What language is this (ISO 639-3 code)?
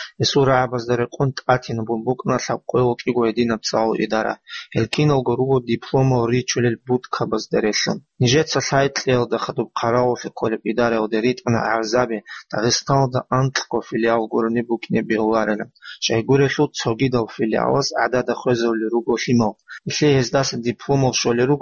ava